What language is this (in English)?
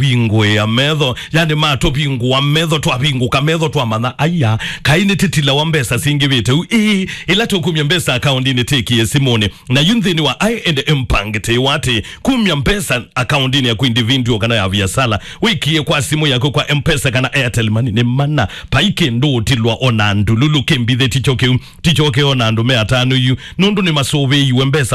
Kamba